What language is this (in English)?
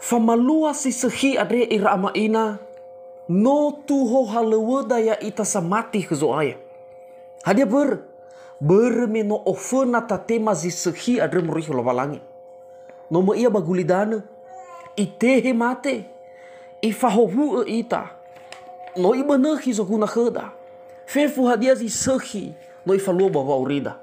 Nias